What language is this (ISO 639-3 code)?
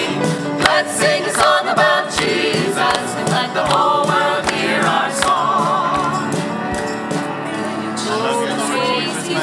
eng